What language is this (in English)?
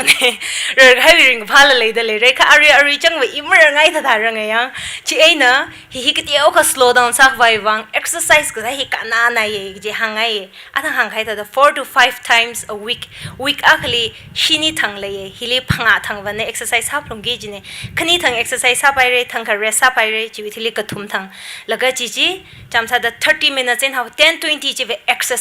Tangkhul Naga (India)